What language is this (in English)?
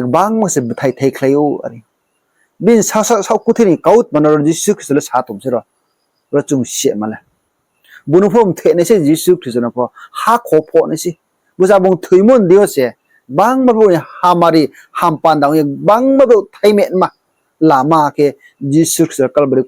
Riang (India)